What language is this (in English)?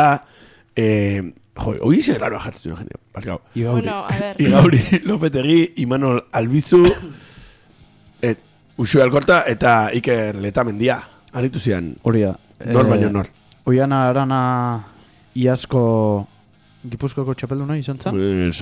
Basque